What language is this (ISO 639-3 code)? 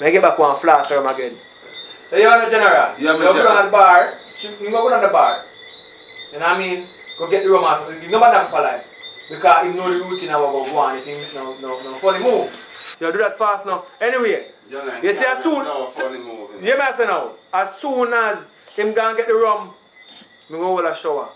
jam